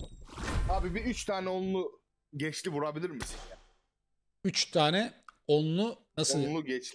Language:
Turkish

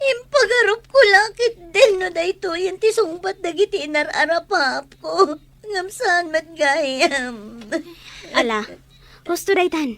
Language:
Iloko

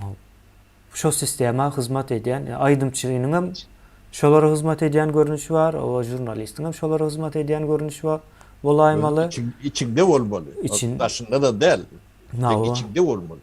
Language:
Turkmen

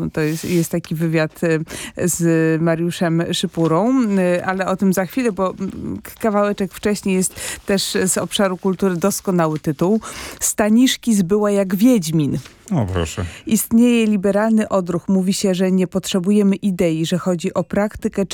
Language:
Polish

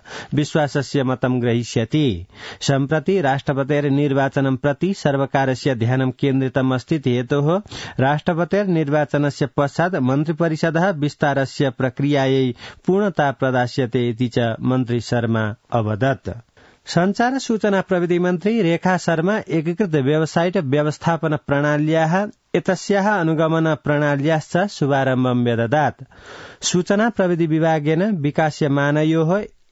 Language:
Sanskrit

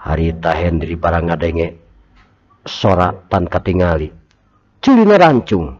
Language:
Sundanese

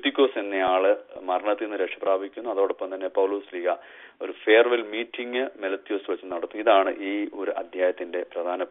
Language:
Malayalam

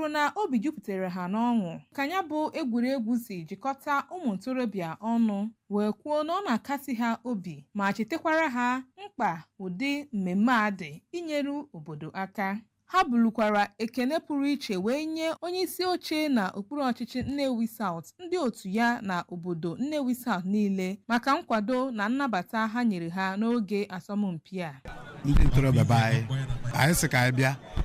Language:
Igbo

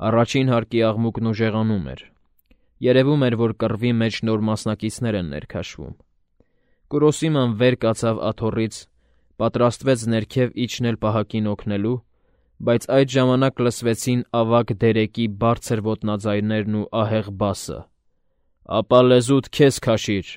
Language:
Armenian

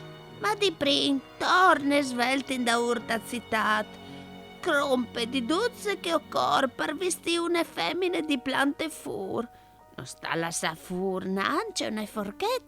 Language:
Friulian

